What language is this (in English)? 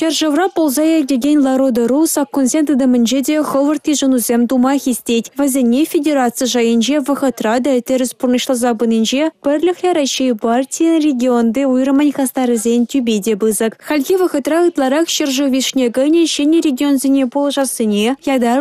Chuvash